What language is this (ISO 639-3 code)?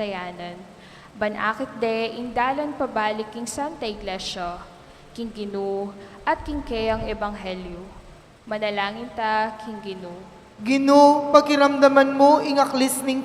pam